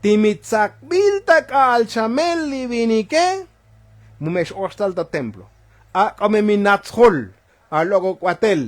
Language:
Tzotzil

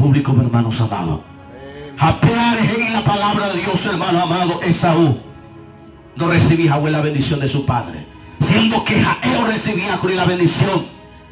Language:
Guarani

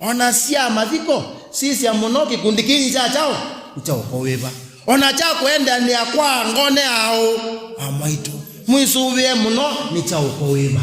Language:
Kamba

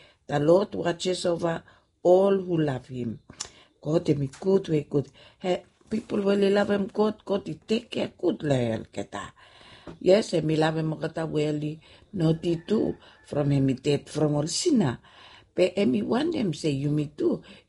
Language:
Bislama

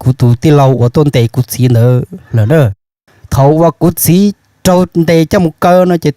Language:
Hmong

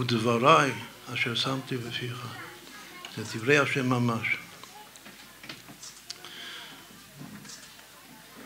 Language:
Hebrew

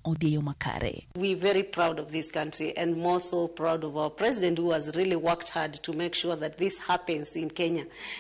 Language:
Luo (Kenya and Tanzania)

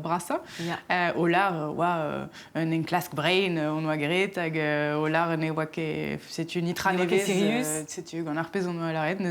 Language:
Breton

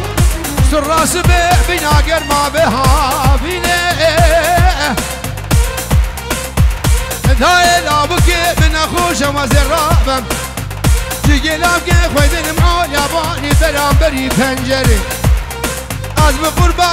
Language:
Kurdish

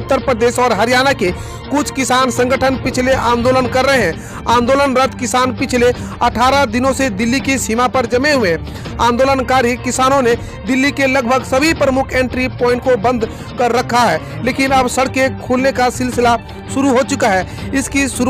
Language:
Hindi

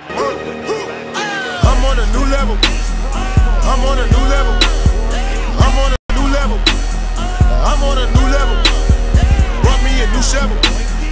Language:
English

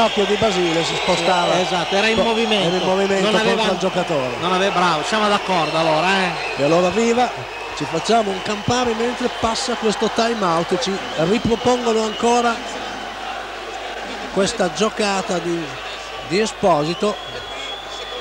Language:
Italian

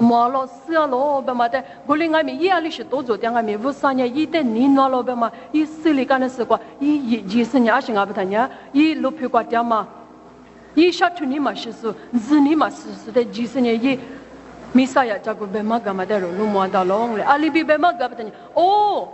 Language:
Lisu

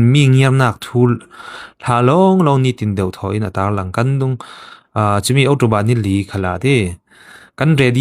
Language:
Falam Chin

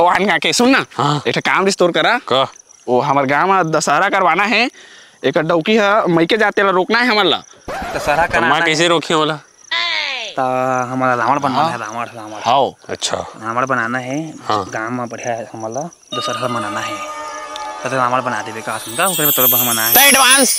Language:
Chhattisgarhi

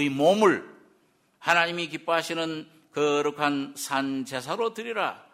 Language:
Korean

